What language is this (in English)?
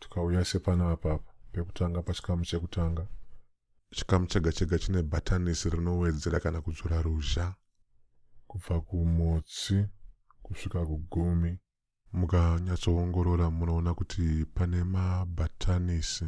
Shona